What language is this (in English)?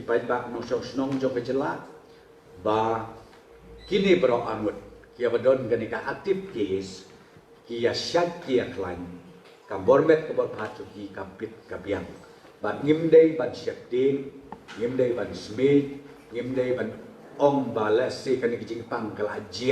Khasi